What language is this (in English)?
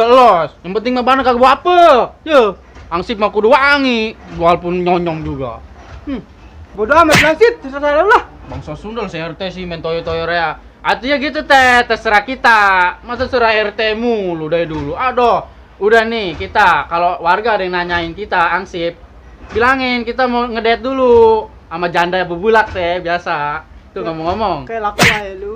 Betawi